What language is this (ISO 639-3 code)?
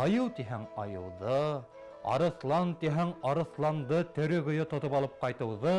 bak